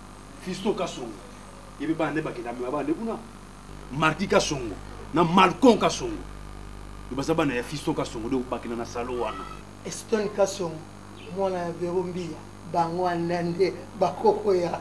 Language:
Lingala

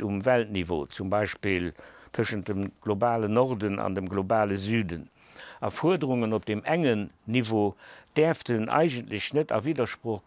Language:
Luxembourgish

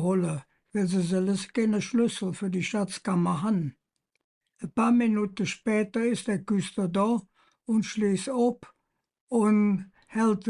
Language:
Colognian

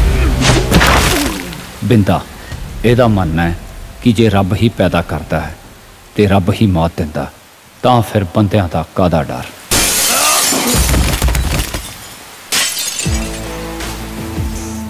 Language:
Punjabi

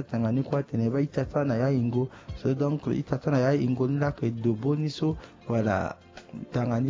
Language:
Sango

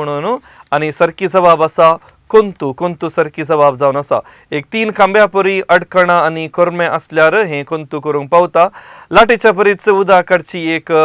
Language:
Konkani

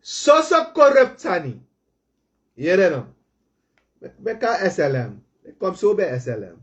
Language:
Sranan Tongo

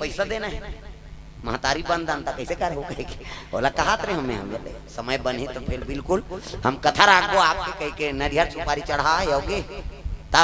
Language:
Chhattisgarhi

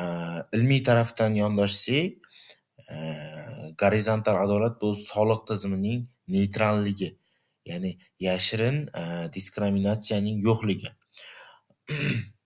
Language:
Uzbek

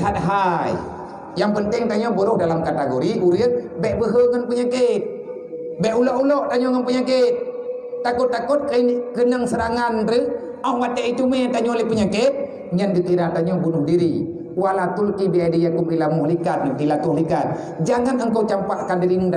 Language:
Achinese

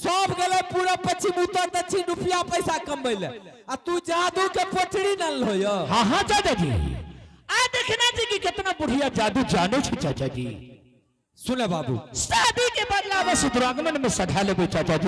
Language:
Angika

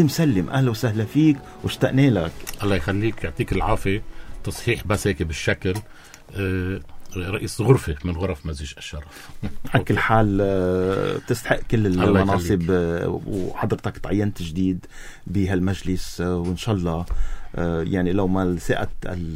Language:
North Levantine Arabic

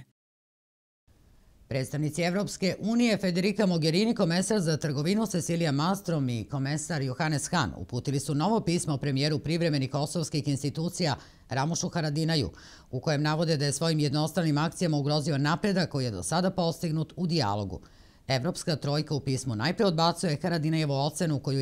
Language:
Serbian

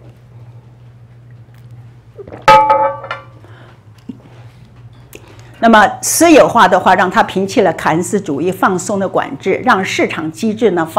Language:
Chinese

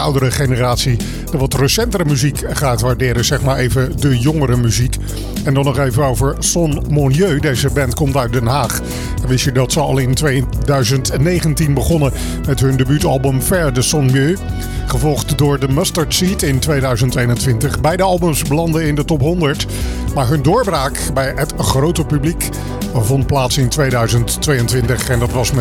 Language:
Dutch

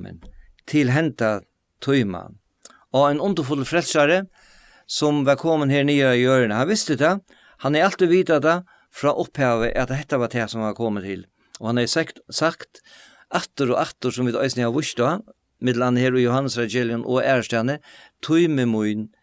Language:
Faroese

